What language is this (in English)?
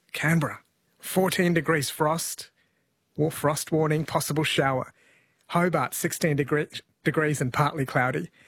English